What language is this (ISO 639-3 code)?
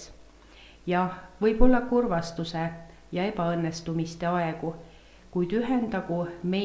est